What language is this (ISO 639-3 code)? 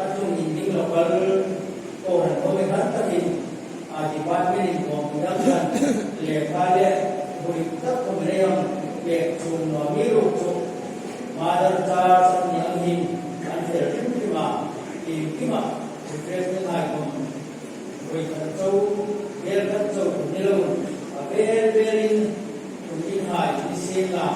hmr